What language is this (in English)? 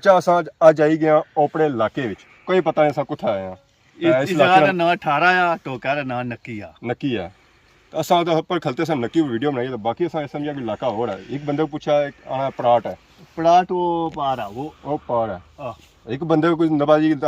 Pahari-Potwari